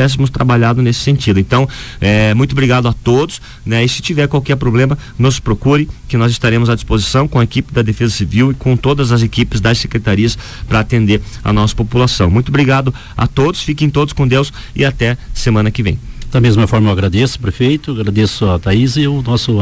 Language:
Portuguese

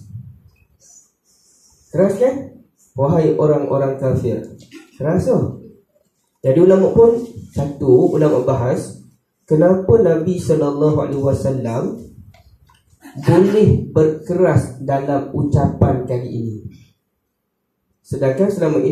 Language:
Malay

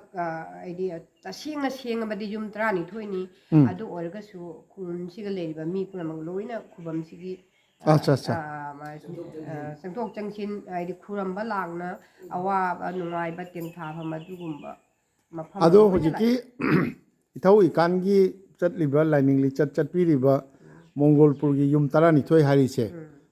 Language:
Manipuri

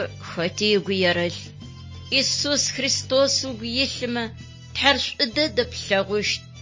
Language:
Adyghe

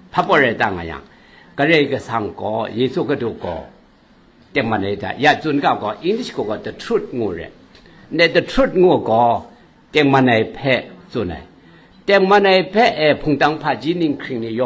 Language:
Kachin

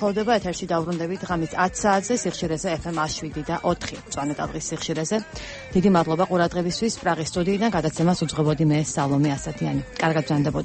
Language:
Georgian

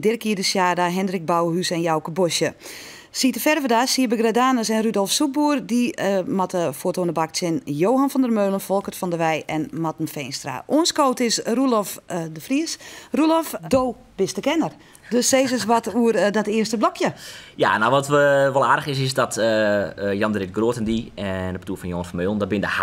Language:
Western Frisian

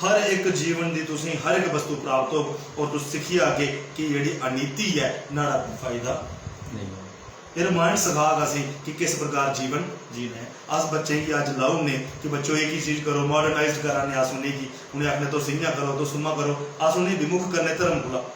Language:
Dogri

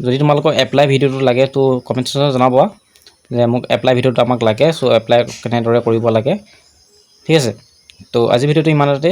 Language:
Assamese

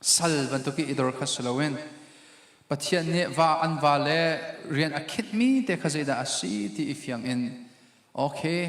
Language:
Hakha Chin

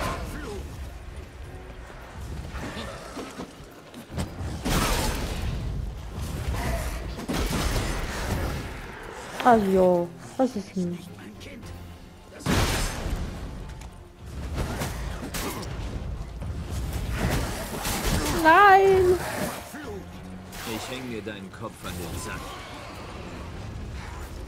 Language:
German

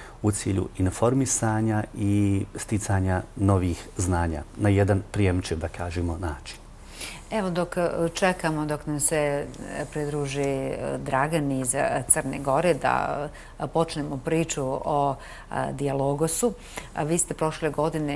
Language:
Bosnian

